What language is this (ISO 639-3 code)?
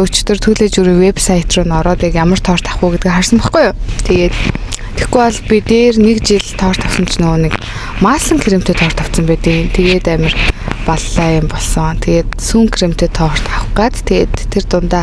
mon